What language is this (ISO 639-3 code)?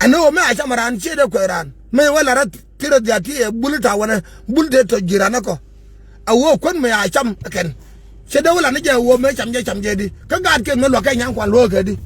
nus